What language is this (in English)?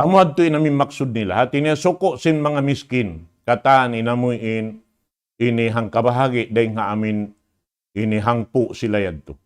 Tausug